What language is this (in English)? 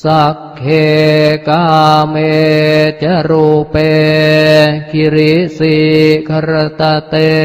Pali